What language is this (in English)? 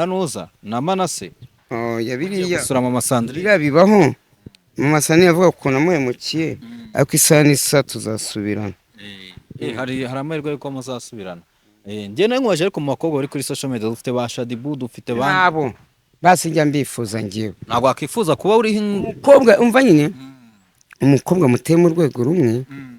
Kinyarwanda